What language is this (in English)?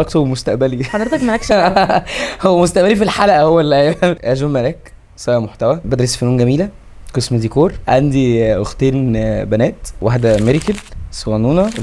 Egyptian Arabic